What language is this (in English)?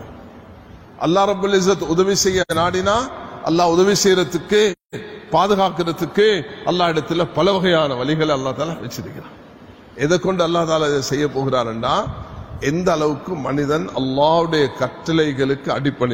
Tamil